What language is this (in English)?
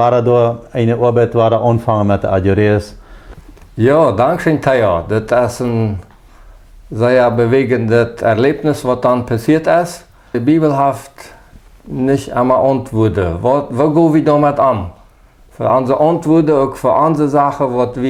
Plautdietsch